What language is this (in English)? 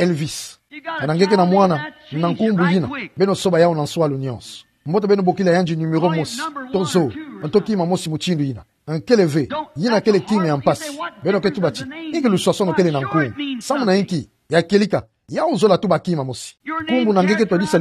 Kituba (Democratic Republic of Congo)